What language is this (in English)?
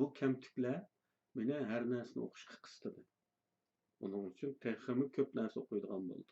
Uyghur